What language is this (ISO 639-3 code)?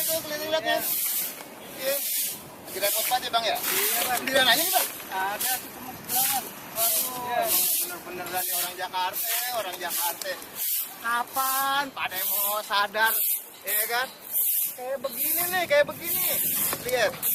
bew